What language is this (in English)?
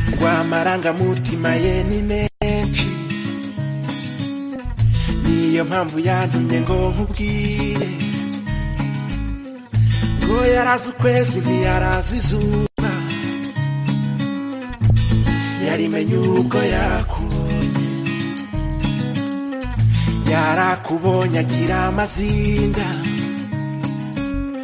Kinyarwanda